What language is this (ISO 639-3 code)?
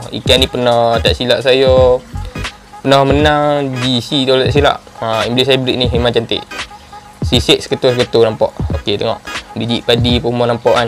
msa